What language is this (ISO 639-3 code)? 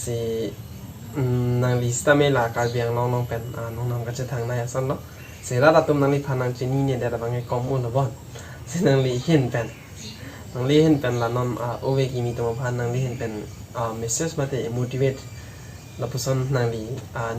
mjw